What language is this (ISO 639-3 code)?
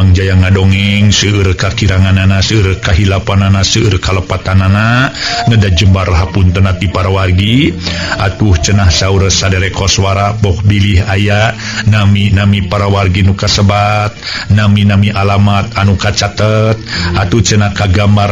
sun